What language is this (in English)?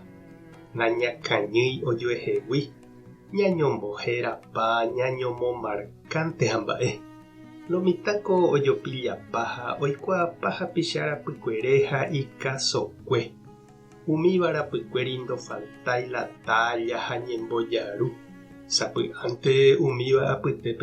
Guarani